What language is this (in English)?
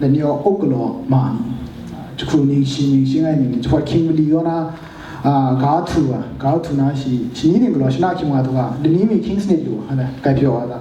Kachin